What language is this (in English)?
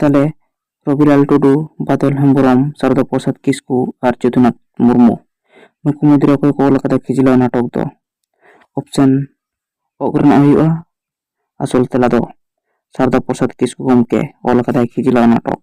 Santali